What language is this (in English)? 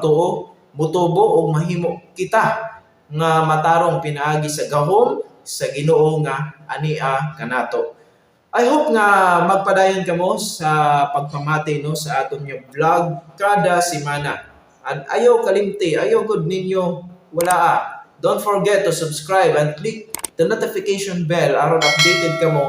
Cebuano